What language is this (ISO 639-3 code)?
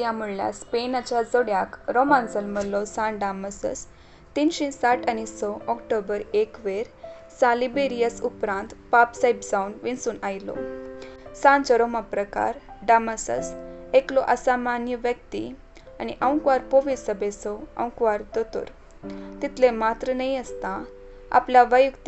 kok